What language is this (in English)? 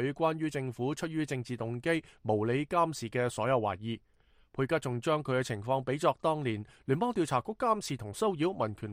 Cantonese